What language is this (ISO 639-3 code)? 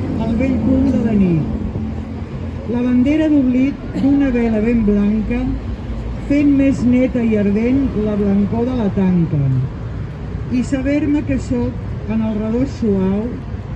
cat